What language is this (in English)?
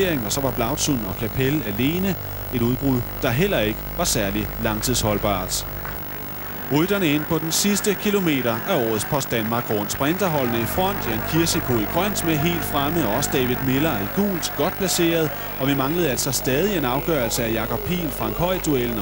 Danish